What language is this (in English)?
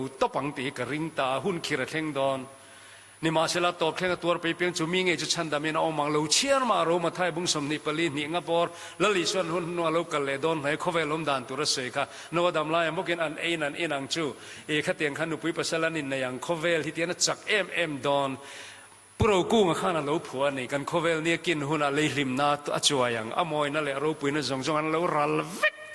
Mizo